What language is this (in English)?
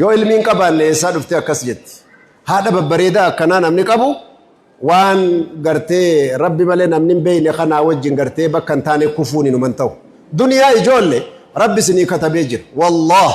Oromo